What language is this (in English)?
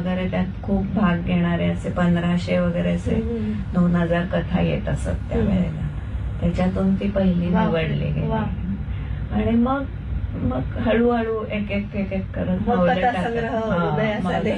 Marathi